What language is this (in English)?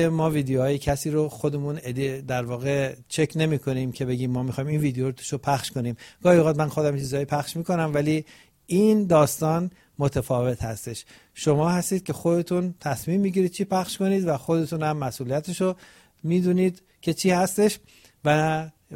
Persian